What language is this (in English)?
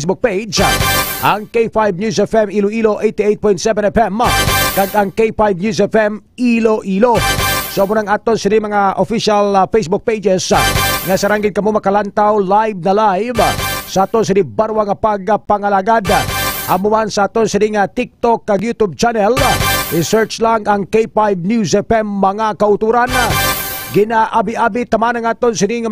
Hiligaynon